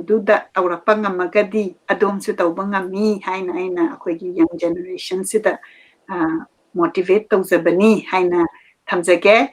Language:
Manipuri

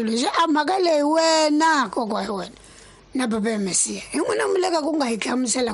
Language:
Tsonga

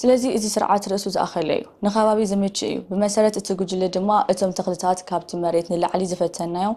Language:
Tigrinya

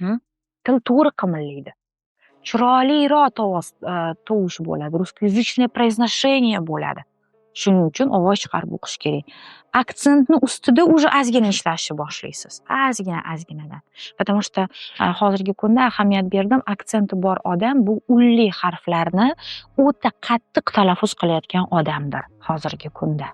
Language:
Uzbek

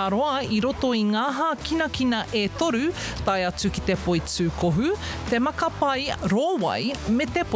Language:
Māori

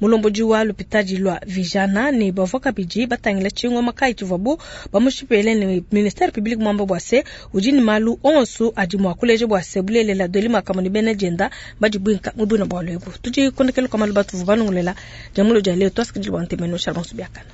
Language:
Luba-Lulua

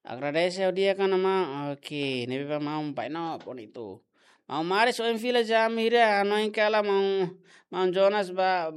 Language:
Tetum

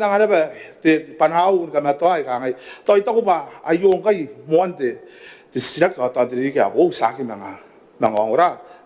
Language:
Gilbertese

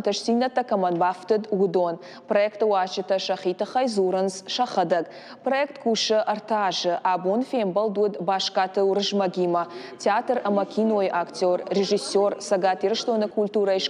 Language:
Ossetic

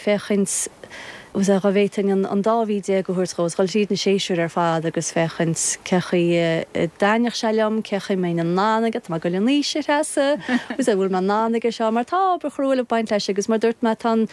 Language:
Irish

